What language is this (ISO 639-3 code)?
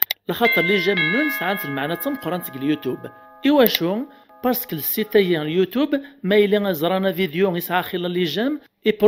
kab